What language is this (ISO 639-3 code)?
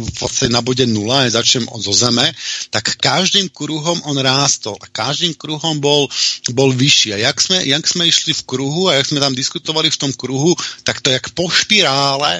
slk